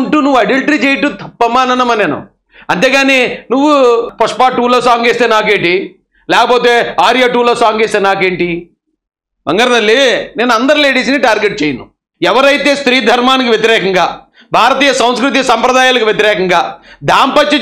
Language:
Telugu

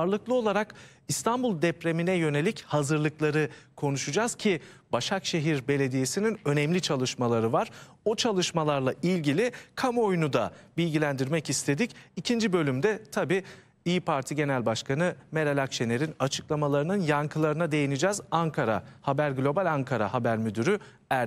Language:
Turkish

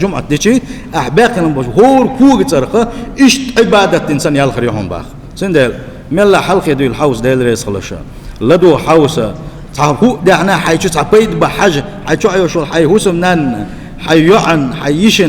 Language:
Chechen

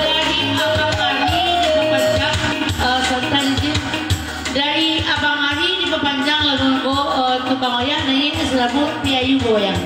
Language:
Minangkabau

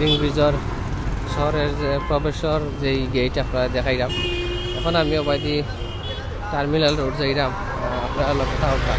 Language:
Sylheti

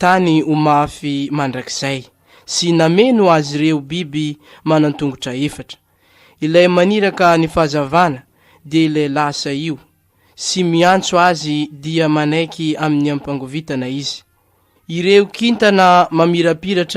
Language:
Malagasy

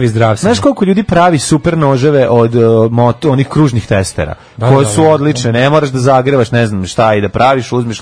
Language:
Serbian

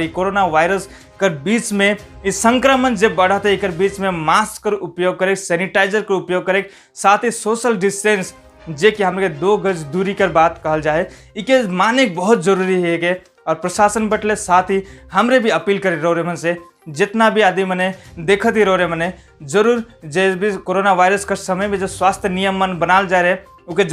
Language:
Sadri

